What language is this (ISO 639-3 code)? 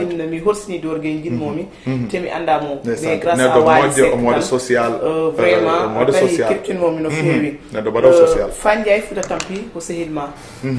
ful